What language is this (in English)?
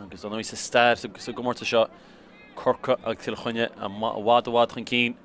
Irish